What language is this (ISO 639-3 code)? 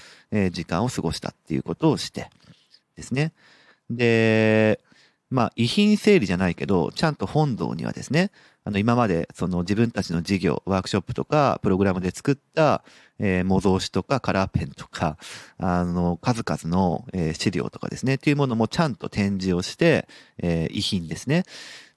jpn